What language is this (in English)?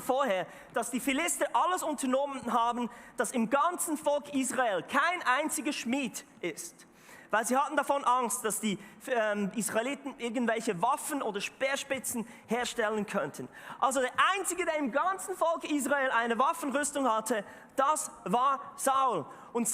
Swiss German